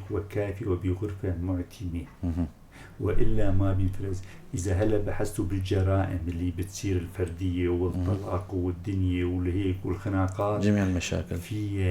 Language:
North Levantine Arabic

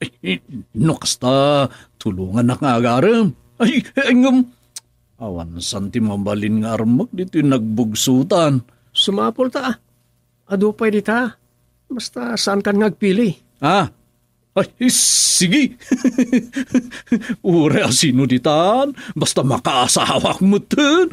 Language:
Iloko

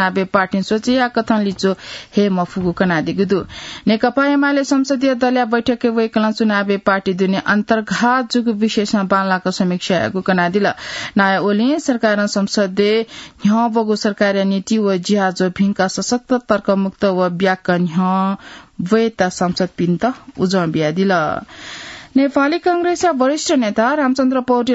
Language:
Newari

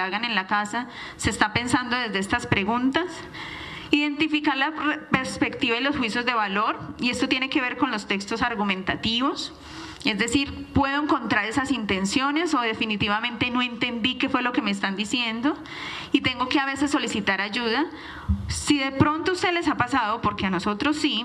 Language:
Spanish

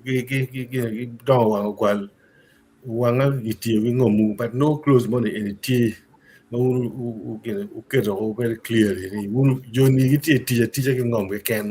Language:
Acoli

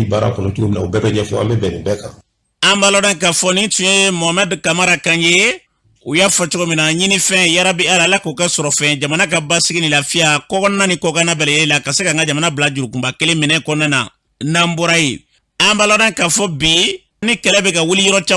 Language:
Bambara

